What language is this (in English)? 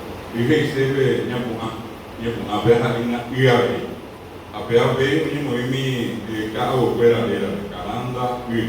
Guarani